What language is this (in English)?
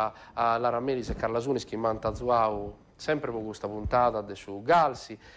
Sardinian